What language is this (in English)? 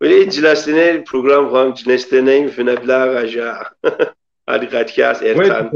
Kabardian